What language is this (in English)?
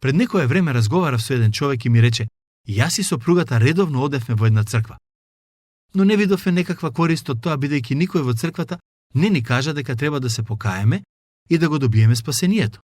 Macedonian